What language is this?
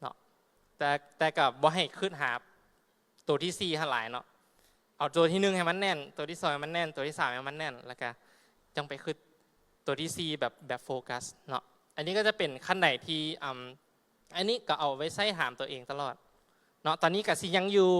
Lao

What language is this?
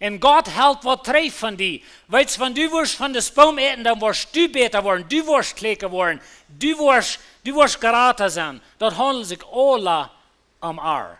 Plautdietsch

